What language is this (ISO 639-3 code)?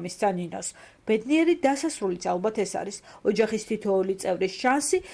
kat